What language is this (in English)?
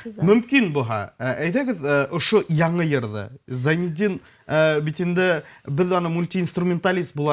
Bashkir